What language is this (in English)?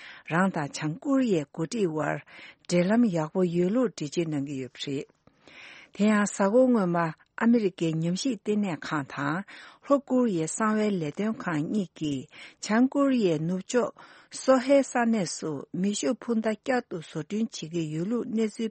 Tibetan